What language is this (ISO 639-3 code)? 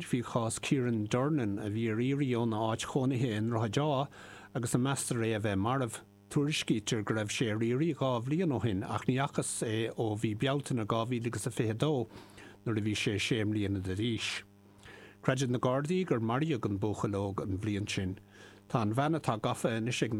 gle